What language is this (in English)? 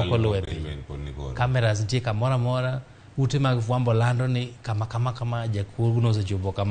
Luo (Kenya and Tanzania)